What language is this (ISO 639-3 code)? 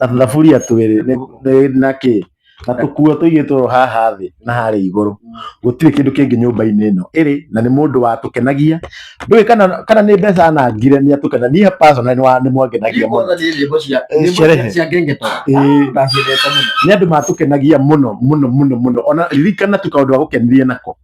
kik